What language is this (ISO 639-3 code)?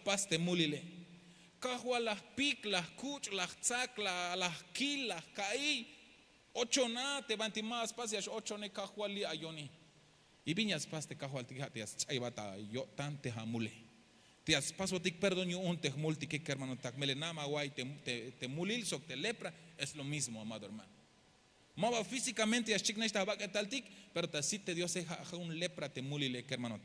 tzh